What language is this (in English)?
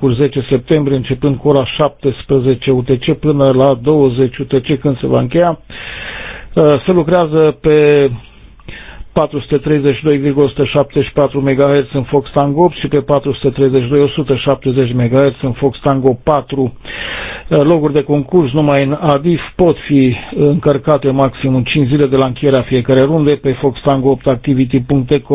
Romanian